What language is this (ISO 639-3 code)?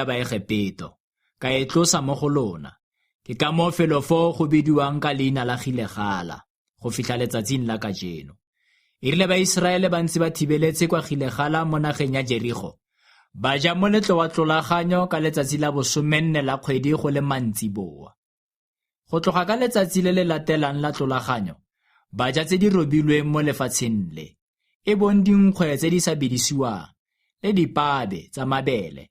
tsn